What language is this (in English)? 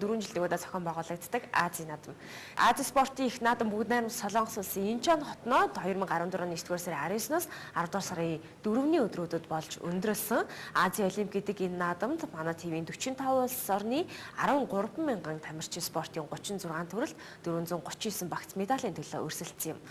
Mongolian